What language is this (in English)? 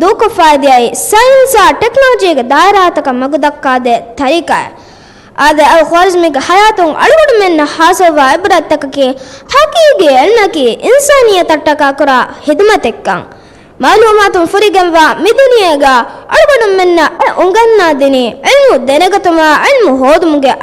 Divehi